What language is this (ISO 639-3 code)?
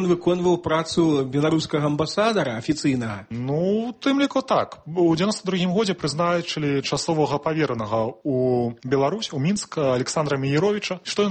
bel